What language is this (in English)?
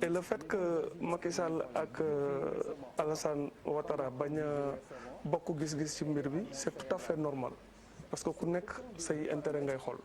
Wolof